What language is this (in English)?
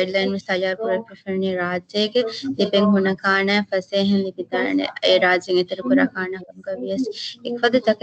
Divehi